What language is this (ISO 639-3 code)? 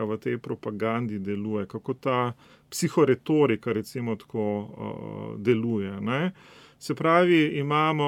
slv